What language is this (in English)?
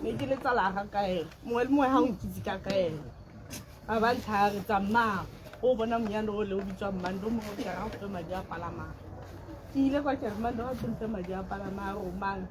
Tswana